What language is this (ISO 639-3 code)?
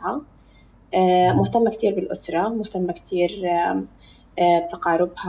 apc